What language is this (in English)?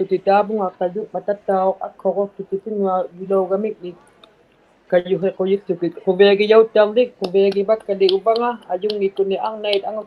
Inuktitut